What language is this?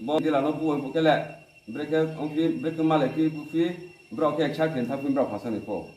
Riang (India)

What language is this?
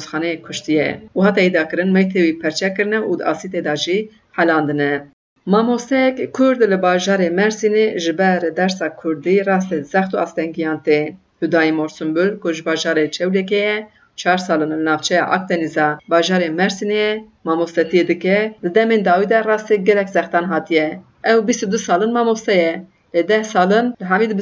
Kurdish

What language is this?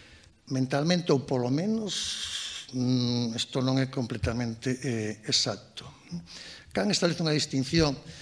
Galician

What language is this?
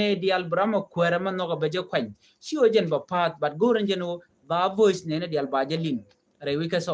Nuer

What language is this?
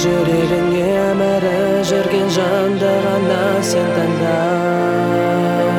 Kazakh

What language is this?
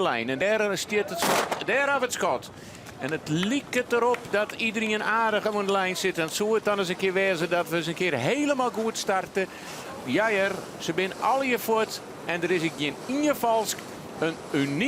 Western Frisian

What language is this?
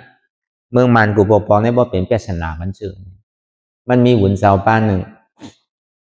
Shan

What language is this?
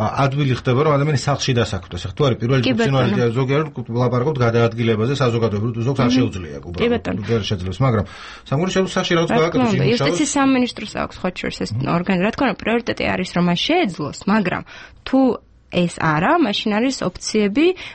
Georgian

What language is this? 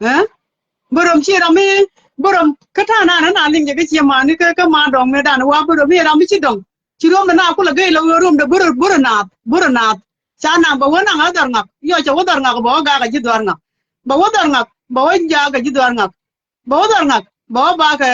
Nuer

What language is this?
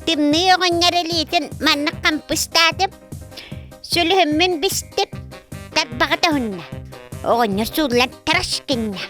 Yakut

